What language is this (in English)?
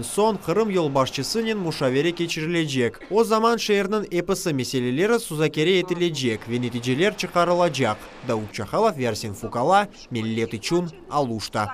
Crimean Tatar